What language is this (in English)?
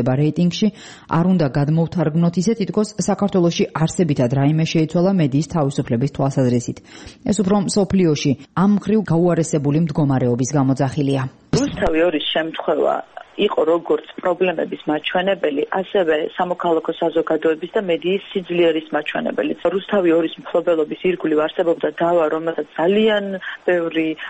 Georgian